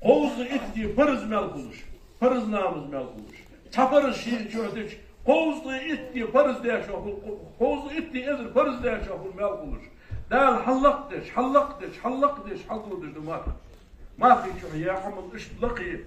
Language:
Ingush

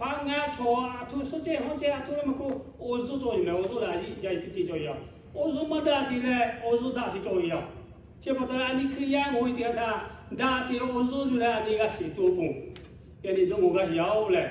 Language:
Lahu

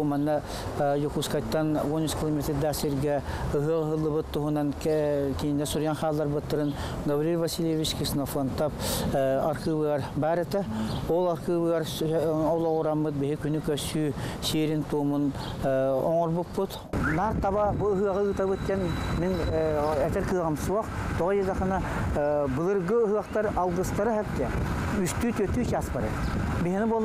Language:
Yakut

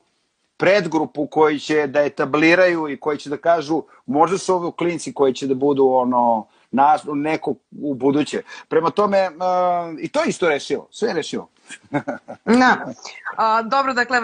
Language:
Serbian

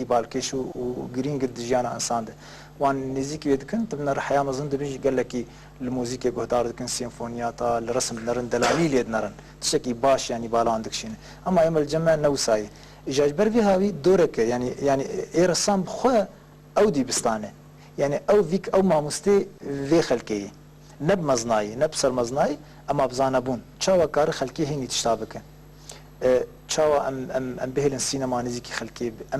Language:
Kurdish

